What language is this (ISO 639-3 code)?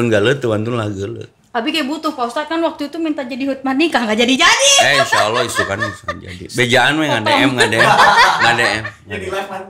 sun